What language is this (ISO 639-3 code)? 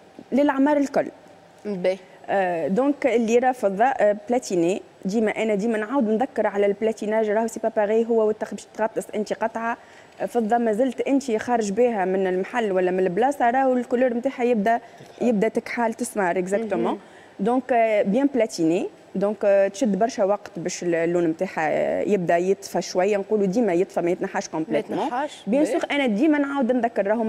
aeb